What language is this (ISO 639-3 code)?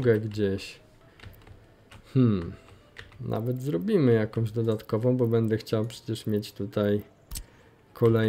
pol